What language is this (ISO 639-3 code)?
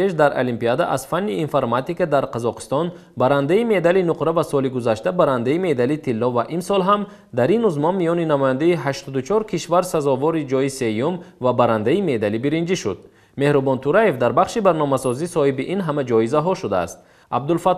tgk